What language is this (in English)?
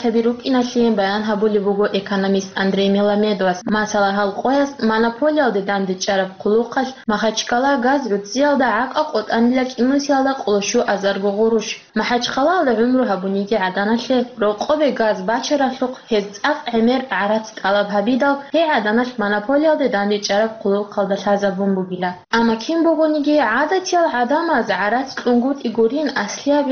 Avaric